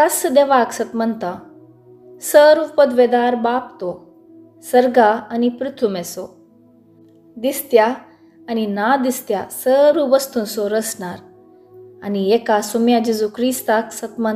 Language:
Konkani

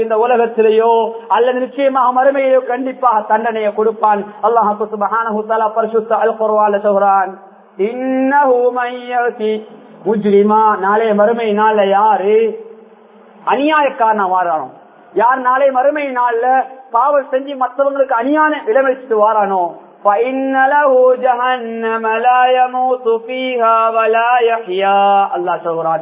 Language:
Tamil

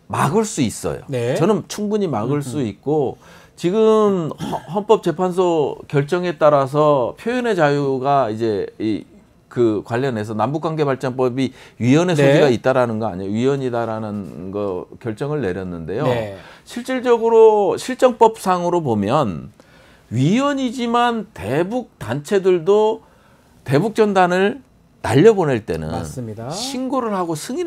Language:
Korean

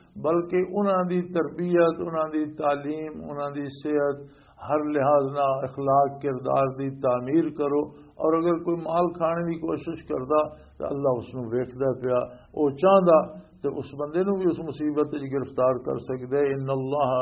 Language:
Western Panjabi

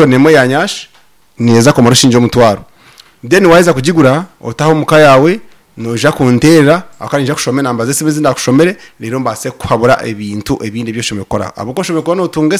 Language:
Nyankole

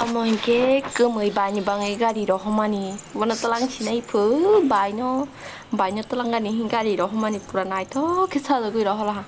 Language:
Kok Borok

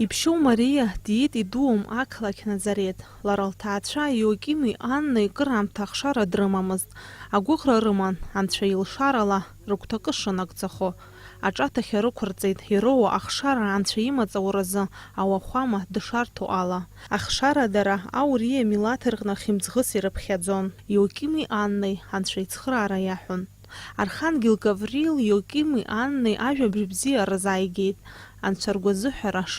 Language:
Abkhazian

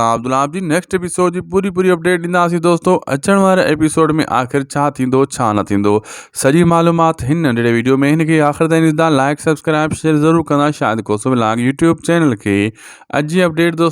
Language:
Sindhi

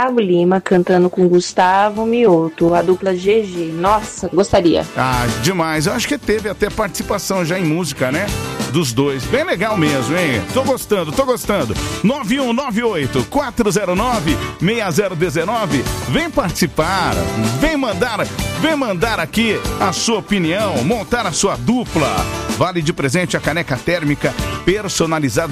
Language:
Portuguese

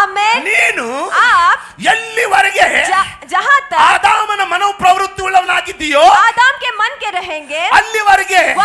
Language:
Kannada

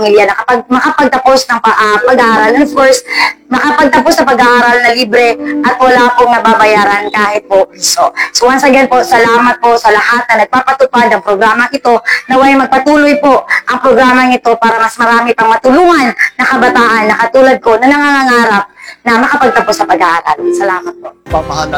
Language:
Filipino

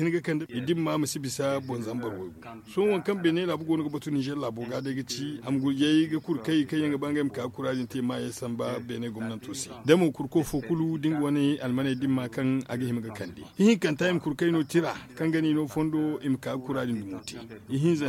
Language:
Zarma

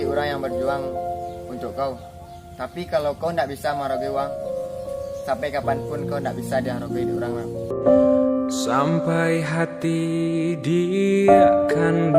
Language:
Minangkabau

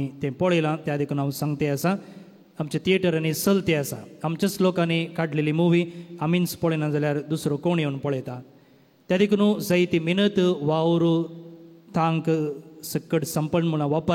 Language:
Konkani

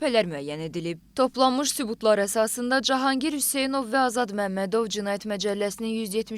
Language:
Azerbaijani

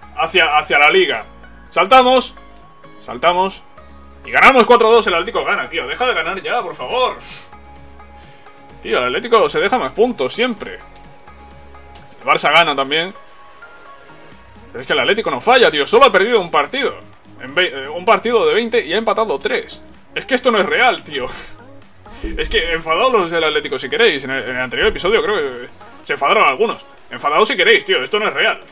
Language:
Spanish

